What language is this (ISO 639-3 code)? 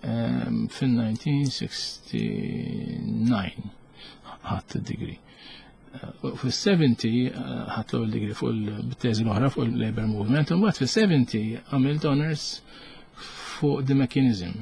mlt